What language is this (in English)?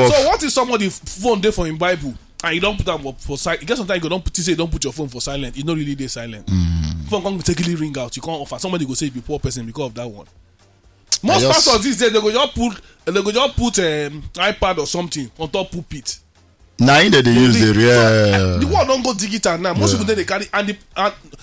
Nigerian Pidgin